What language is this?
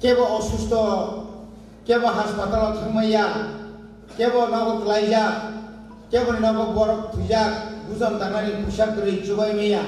Kok Borok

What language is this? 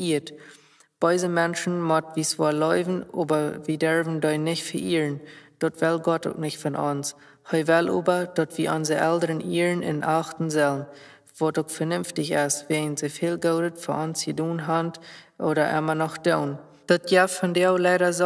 Plautdietsch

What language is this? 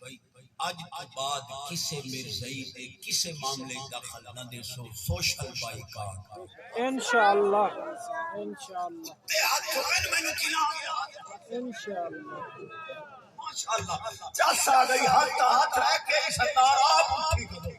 Saraiki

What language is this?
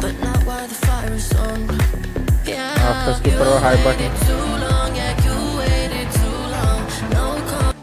Yakut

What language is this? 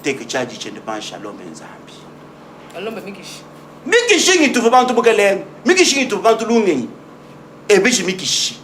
Luba-Lulua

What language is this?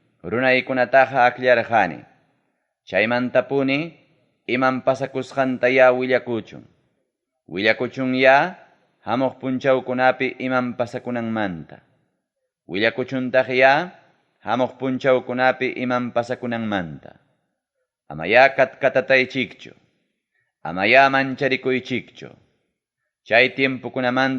Ayacucho Quechua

